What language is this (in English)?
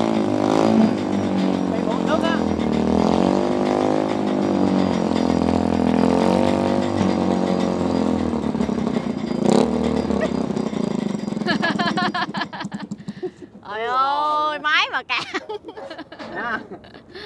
Vietnamese